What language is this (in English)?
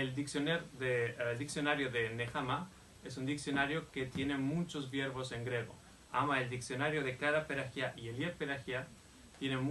Ladino